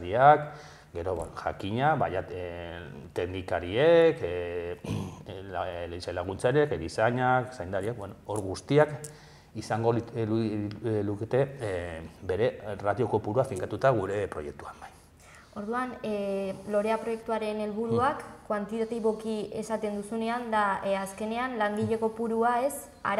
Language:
Basque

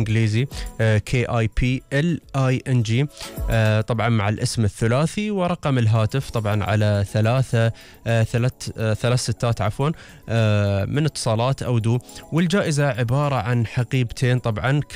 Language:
Gulf Arabic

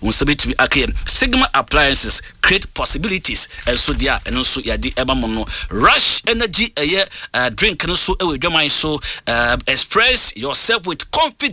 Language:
Akan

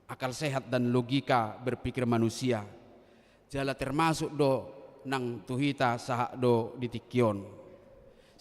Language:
Batak Toba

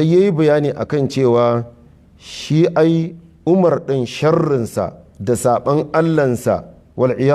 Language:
Hausa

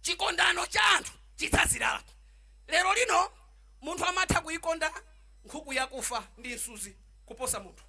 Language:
Nyanja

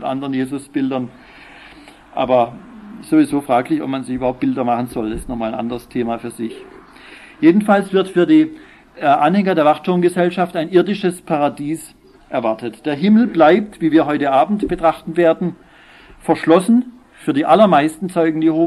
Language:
German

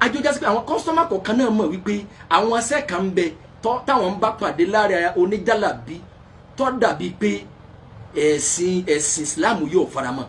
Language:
Yoruba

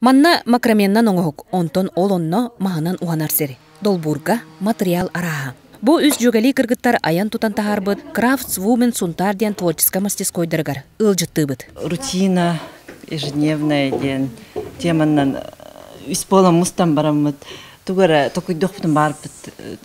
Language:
Yakut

